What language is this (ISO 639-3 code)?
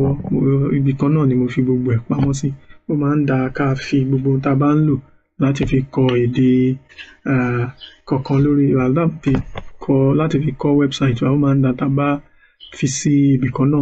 yor